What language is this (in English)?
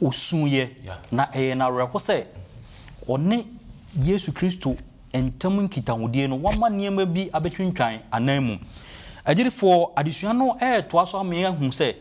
Akan